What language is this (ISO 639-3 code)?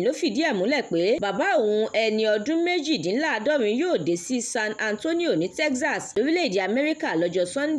yor